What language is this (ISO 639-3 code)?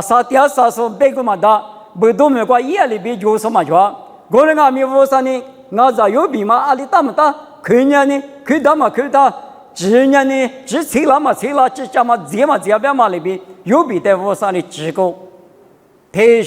lis